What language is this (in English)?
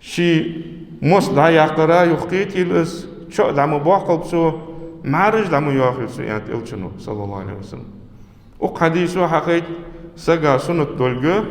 Ingush